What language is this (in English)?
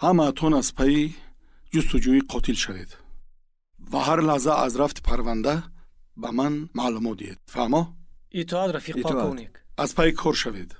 Tajik